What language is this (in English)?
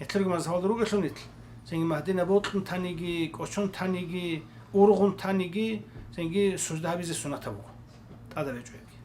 Avaric